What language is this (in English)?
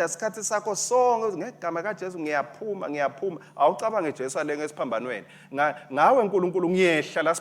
Swati